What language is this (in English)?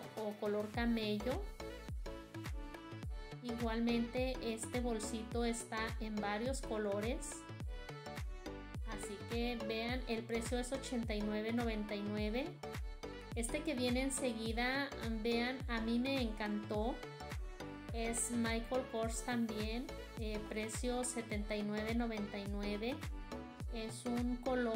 Spanish